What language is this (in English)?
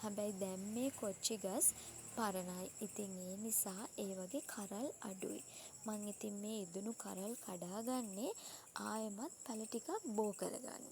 Sinhala